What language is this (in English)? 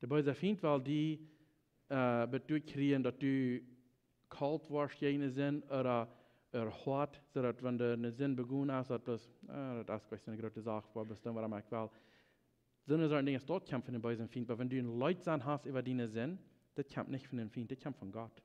Plautdietsch